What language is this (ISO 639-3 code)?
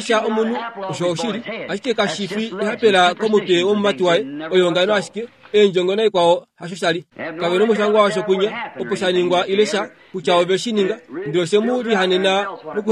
kua